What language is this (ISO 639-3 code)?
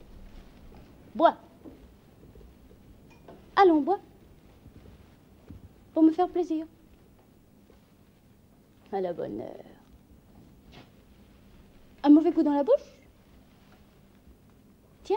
fra